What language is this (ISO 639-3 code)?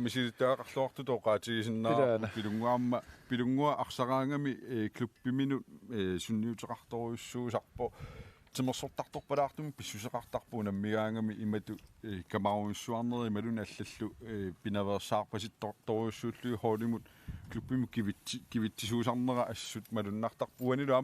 kal